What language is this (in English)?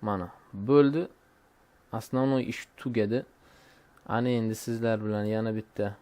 Uzbek